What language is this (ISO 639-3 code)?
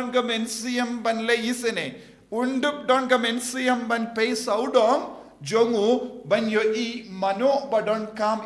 kha